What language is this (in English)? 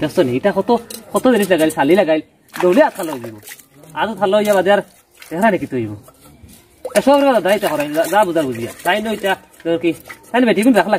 Sylheti